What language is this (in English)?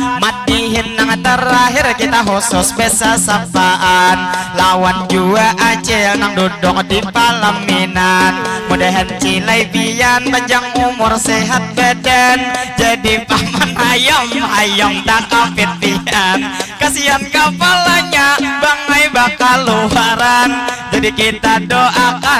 Banjar